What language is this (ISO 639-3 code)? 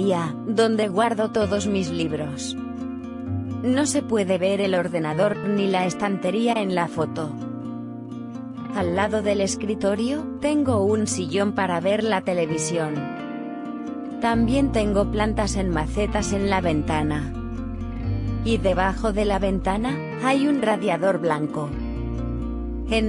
spa